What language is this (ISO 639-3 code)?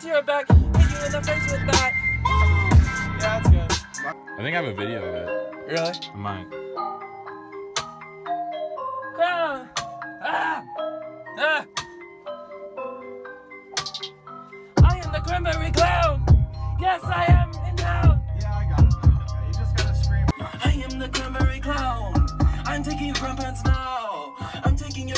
eng